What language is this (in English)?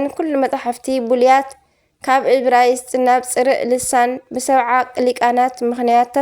Tigrinya